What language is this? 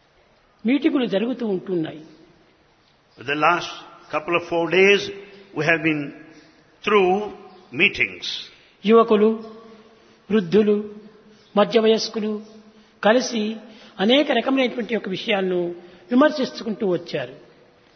Telugu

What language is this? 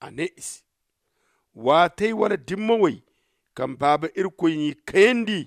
Zarma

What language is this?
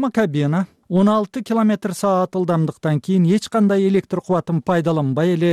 Kyrgyz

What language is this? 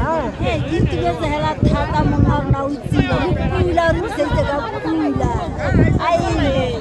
Tswana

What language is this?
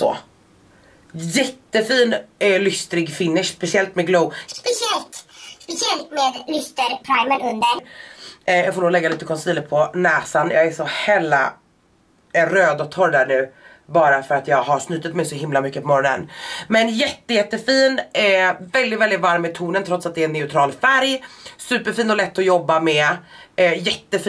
Swedish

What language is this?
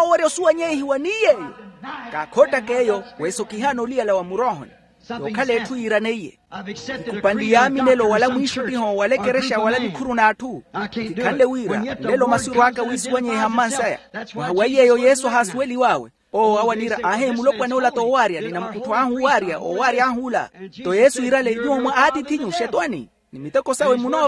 Makhuwa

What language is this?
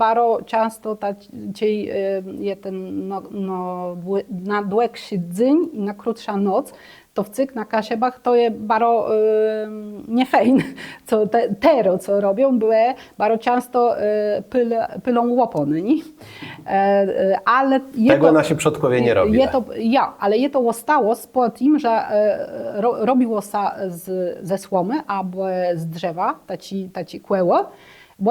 Kashubian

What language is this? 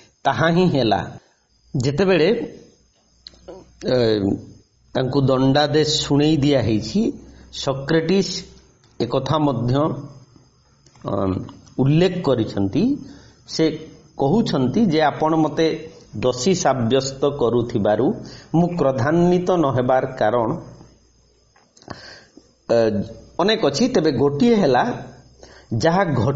Odia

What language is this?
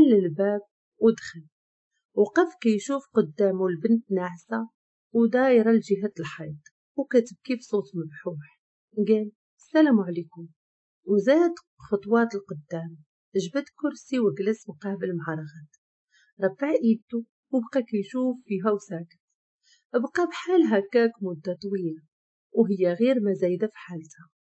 Moroccan Arabic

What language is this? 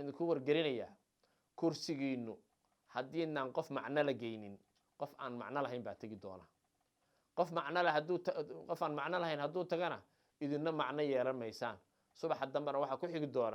Somali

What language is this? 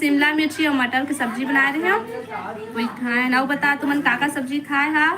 Chhattisgarhi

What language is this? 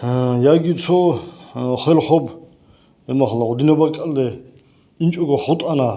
Avaric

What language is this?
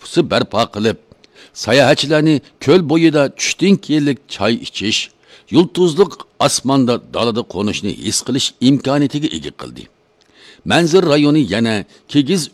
Uyghur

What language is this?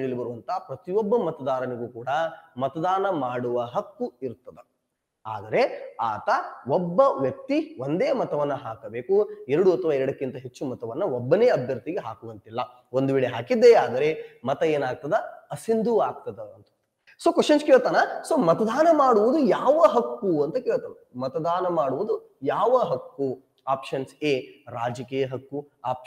Kannada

